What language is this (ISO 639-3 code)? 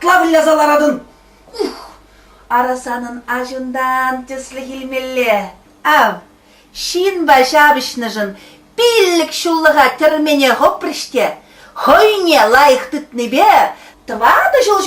chv